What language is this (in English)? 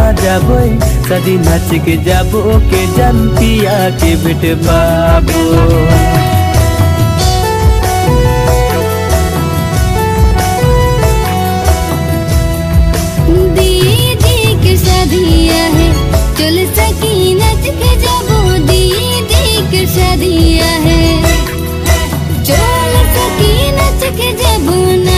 Sadri